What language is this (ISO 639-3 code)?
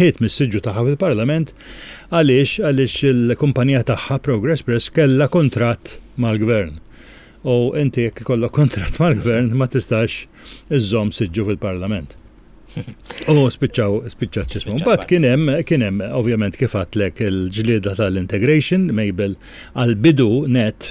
mlt